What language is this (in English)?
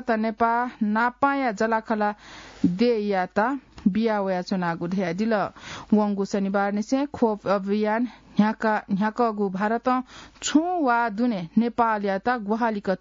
Newari